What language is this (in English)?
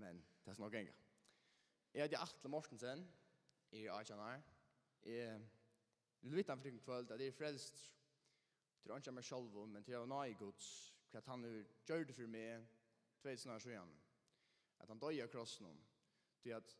Faroese